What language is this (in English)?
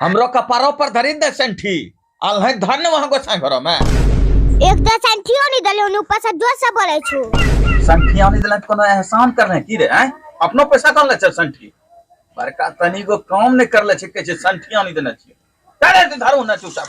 Angika